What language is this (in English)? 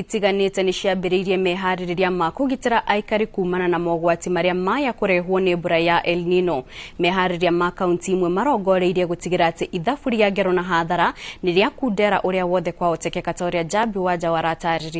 Kikuyu